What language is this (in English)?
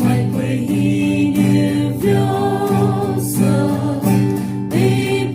Poumei Naga